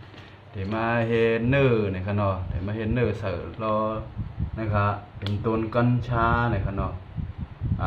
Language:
Shan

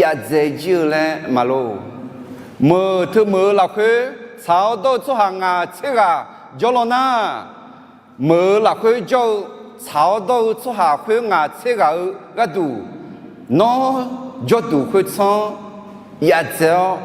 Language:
Akha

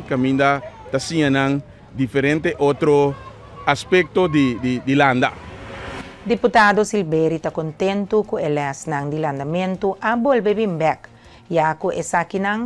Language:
Papiamento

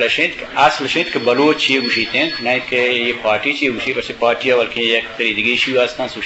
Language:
Eastern Balochi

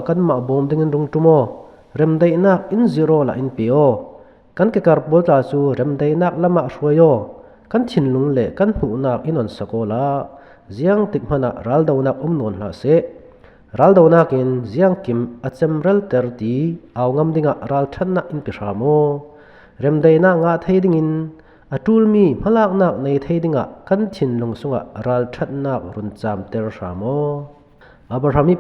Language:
Falam Chin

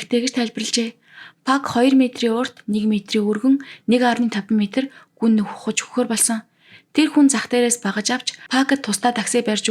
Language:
Mongolian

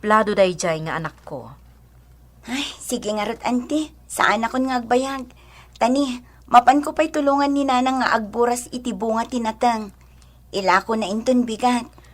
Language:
Iloko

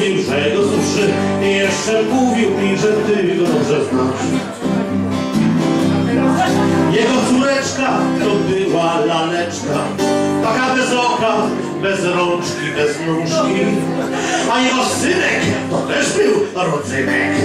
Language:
Polish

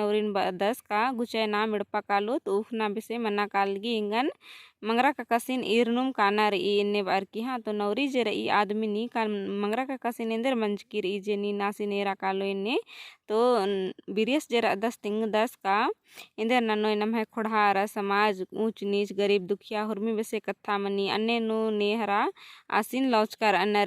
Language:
Kurukh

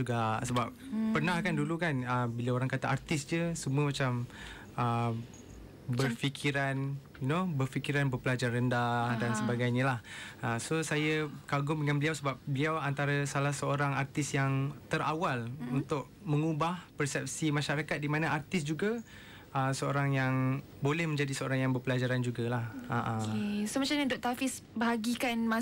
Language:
Malay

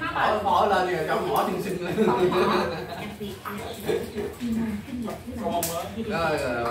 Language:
Vietnamese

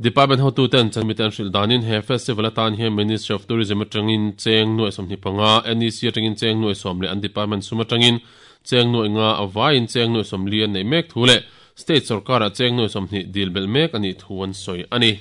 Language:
Mizo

